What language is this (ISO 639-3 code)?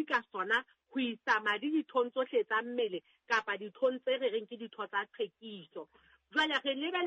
sot